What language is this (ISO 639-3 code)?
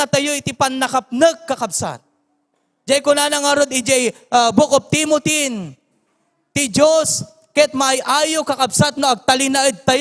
ilo